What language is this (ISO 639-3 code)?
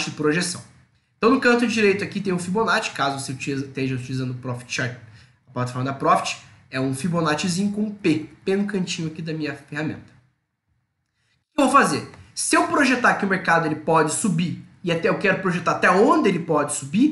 por